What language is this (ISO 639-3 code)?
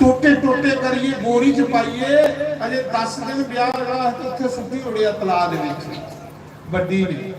doi